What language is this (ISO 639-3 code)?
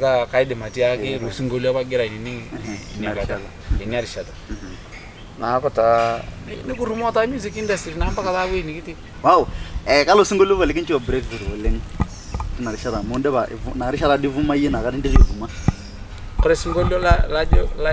mas